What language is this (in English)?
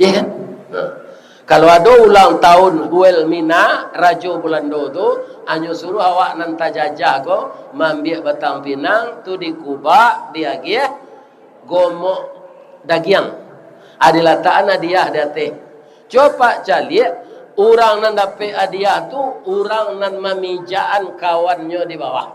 Minangkabau